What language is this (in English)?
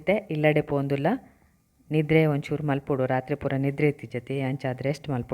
Tulu